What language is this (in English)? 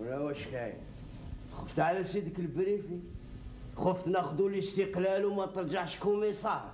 Algerian Arabic